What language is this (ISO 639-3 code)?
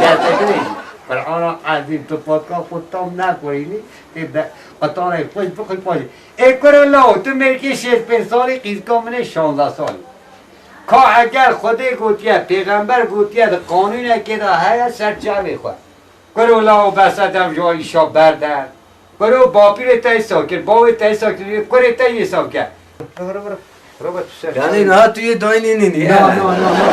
kur